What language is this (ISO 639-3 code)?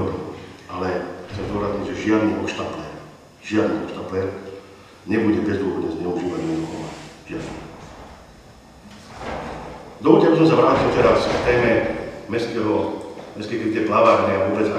slk